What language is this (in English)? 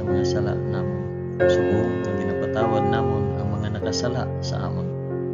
Hiligaynon